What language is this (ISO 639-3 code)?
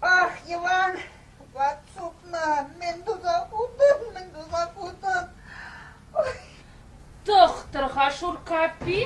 chv